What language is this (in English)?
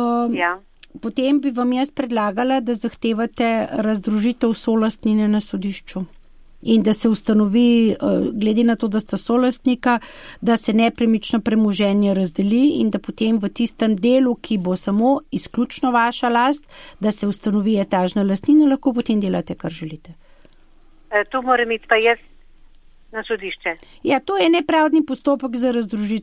Slovenian